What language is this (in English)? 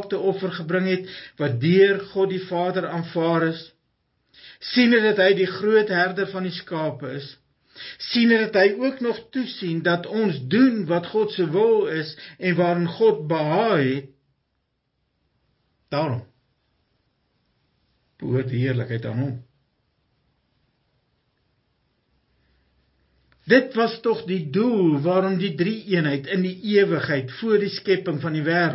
Afrikaans